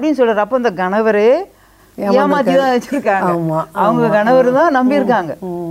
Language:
Tamil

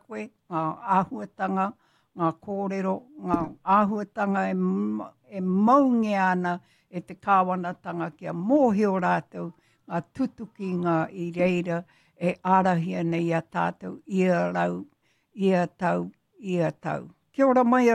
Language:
Māori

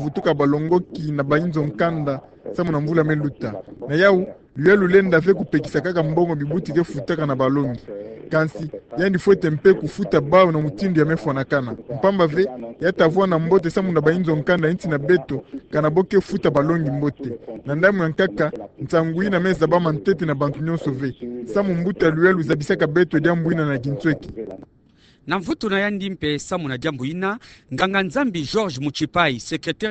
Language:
Kituba (Democratic Republic of Congo)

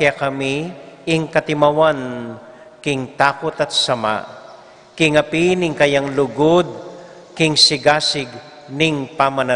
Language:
Pampanga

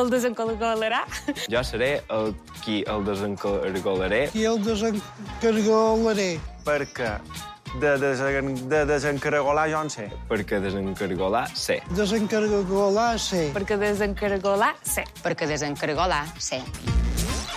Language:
Catalan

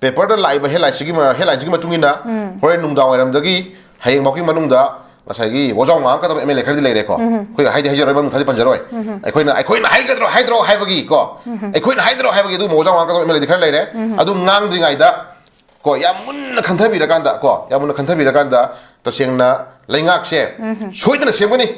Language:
Manipuri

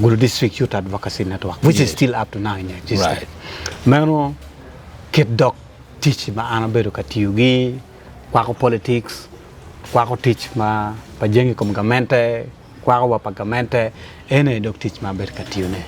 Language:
Acoli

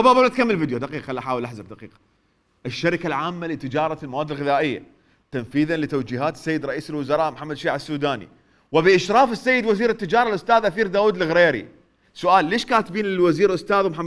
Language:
Mesopotamian Arabic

